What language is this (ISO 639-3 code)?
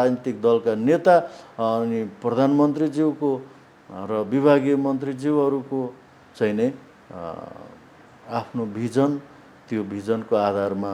nep